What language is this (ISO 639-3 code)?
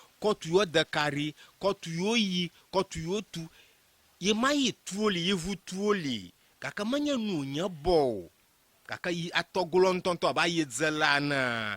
ewe